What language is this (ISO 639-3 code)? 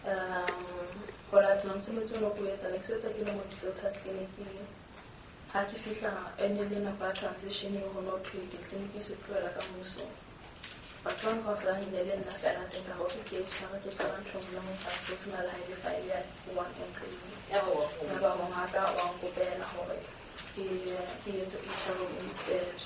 sot